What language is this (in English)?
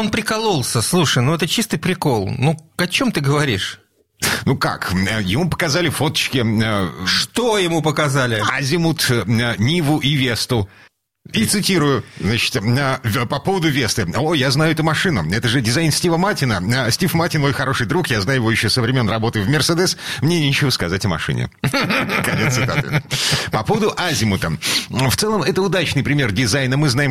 Russian